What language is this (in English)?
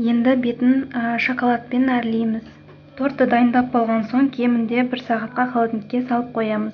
Kazakh